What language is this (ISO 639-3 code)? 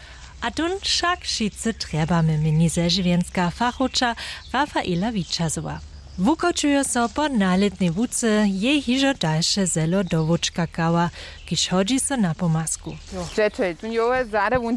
hsb